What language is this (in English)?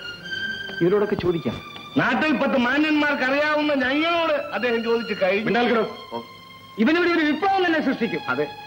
Malayalam